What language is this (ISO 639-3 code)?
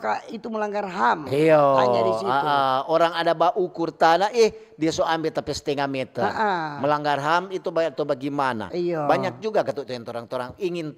xmm